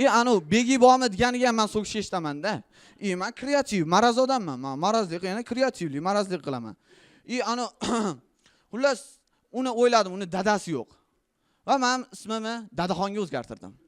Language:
Uzbek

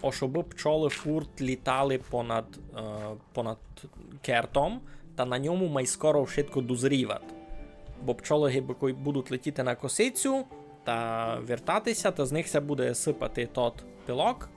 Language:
Rusyn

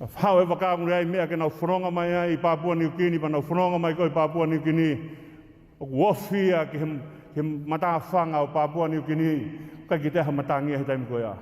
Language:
Tongan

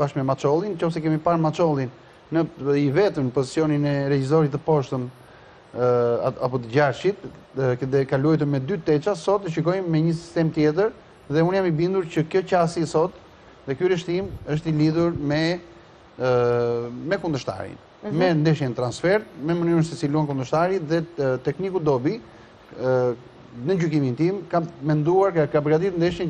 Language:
Albanian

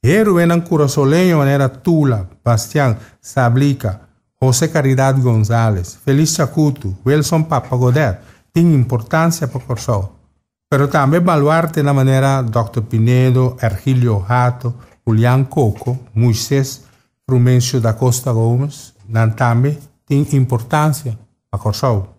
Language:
Papiamento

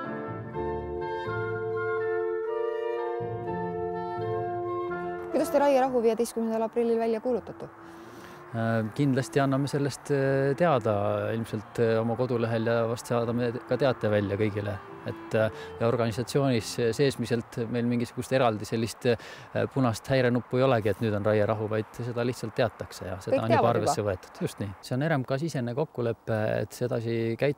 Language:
Estonian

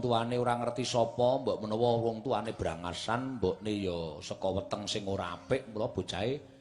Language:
Javanese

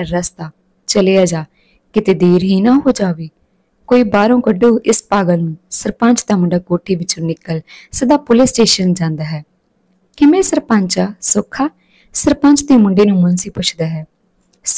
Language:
Punjabi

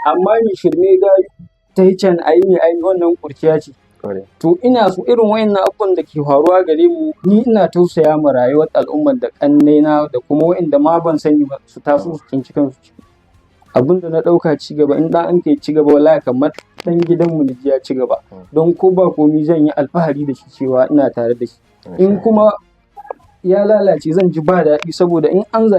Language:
Hausa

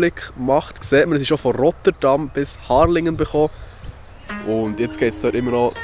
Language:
Swiss German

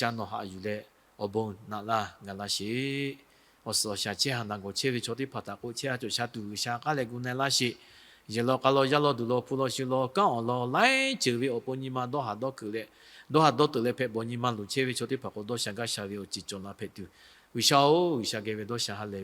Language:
Lahu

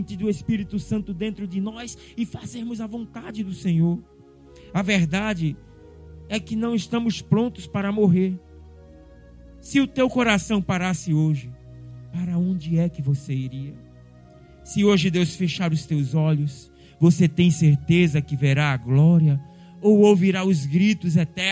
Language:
Portuguese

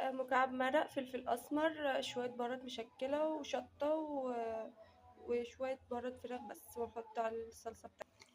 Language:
Egyptian Arabic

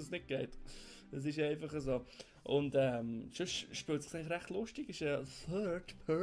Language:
Swiss German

